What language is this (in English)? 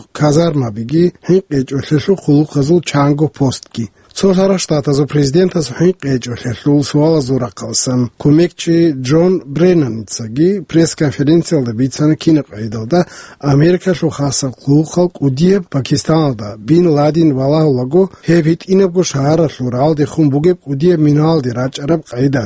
Avaric